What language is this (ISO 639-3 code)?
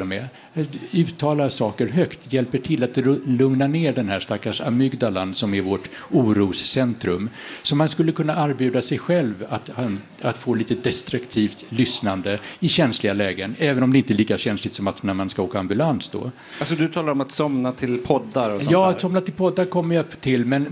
swe